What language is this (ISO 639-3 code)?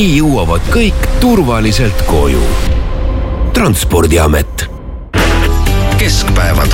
est